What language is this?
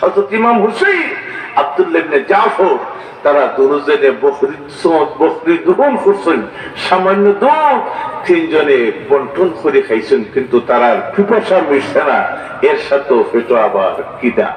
Sylheti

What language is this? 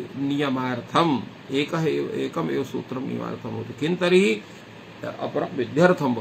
Sanskrit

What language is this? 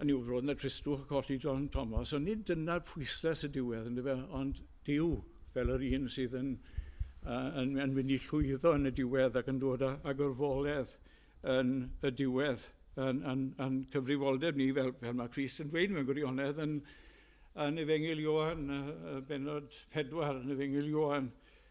Welsh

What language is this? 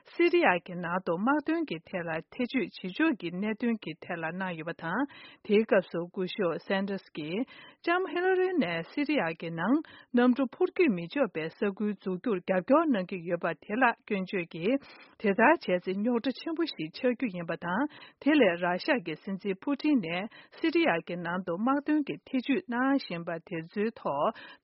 Tibetan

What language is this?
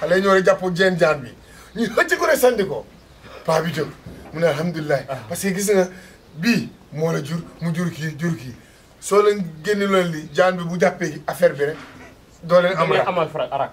Wolof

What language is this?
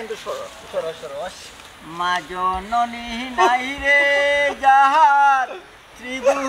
Sylheti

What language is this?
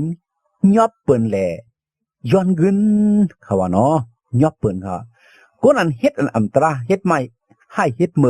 Shan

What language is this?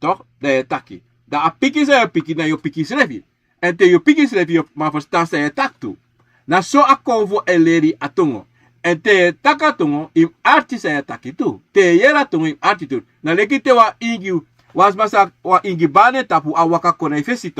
Sranan Tongo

